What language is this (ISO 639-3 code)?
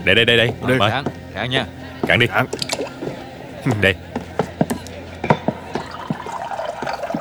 vie